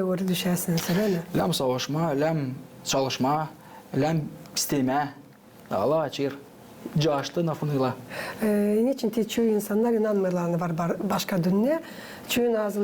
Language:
Gagauz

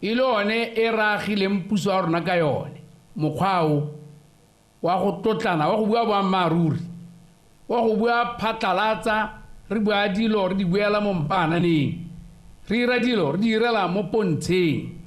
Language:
Tswana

